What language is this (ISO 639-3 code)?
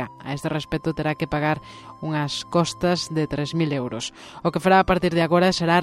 glg